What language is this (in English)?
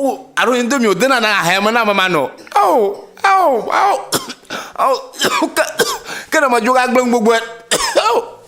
Ewe